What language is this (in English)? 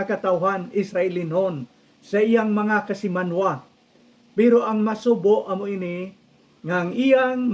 Hiligaynon